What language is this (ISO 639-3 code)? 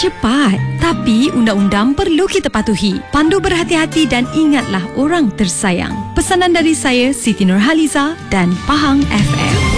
msa